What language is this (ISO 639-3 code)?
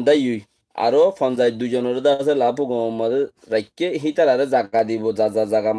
rhg